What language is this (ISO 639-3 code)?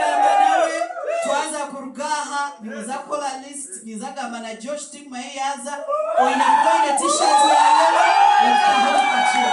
nyn